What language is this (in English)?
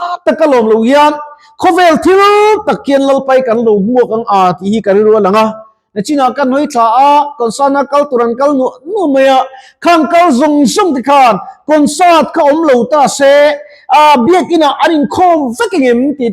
Mizo